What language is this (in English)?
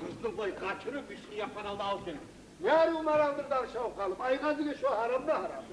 Kumyk